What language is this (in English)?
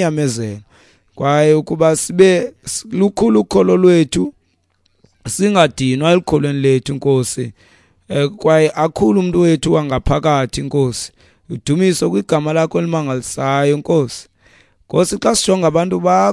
Xhosa